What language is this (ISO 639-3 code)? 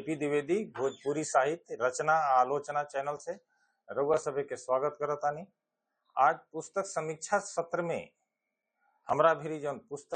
bho